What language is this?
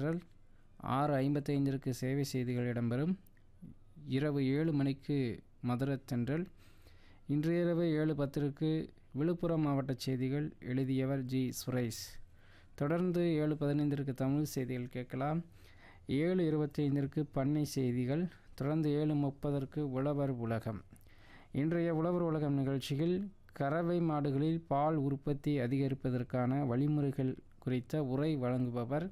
Tamil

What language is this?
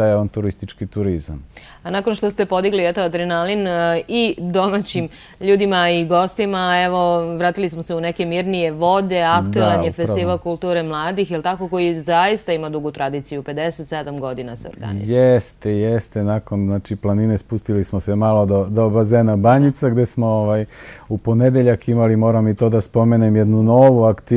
Serbian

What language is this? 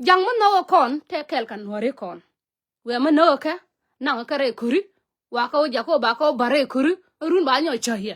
Nuer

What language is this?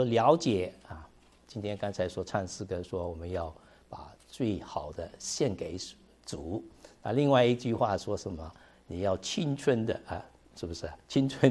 Chinese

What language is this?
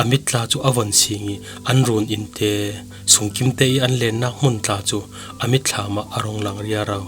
Falam Chin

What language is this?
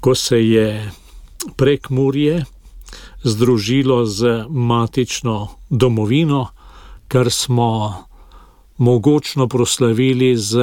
Slovenian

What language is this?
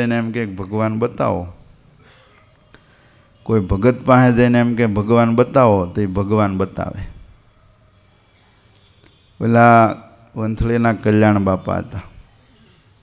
Gujarati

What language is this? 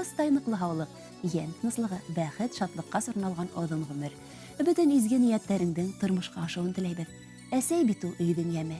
Bashkir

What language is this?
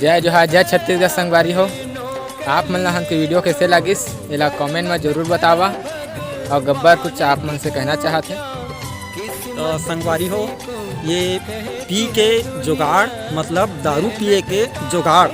Chhattisgarhi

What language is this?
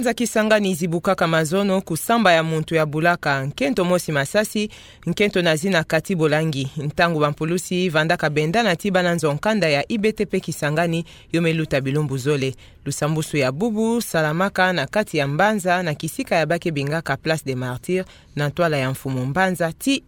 Kituba (Democratic Republic of Congo)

